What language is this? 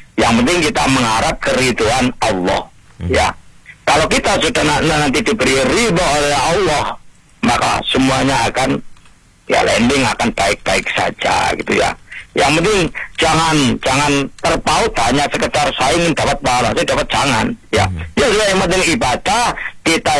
Indonesian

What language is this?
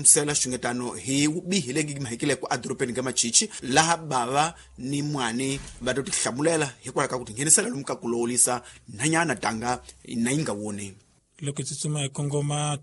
Tsonga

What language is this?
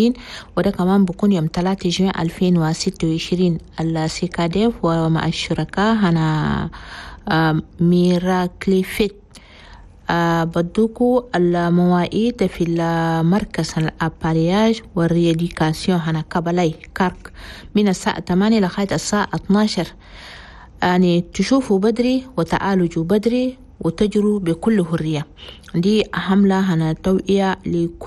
Chadian Arabic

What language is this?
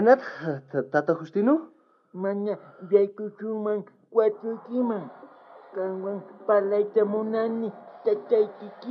South Bolivian Quechua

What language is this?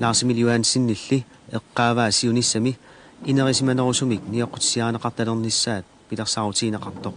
Kalaallisut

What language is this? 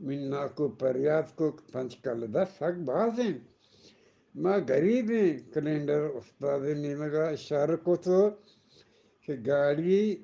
Eastern Balochi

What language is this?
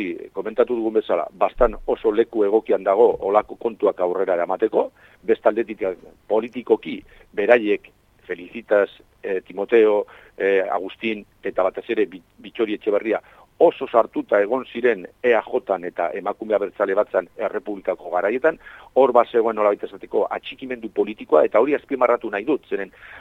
Basque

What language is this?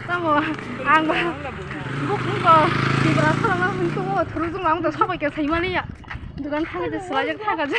Kok Borok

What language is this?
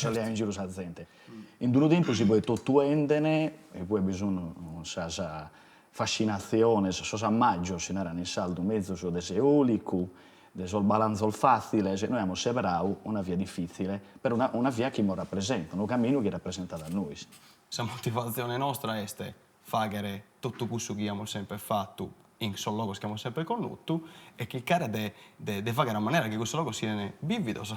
Sardinian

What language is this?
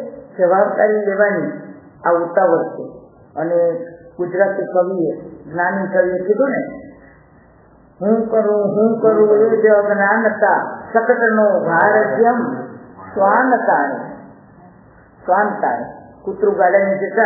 Gujarati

